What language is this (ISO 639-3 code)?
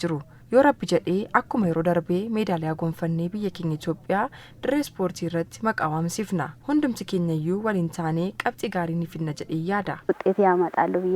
orm